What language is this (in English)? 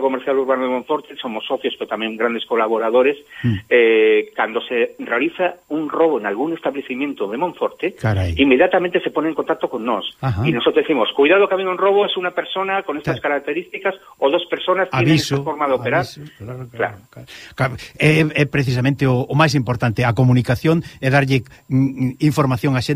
Galician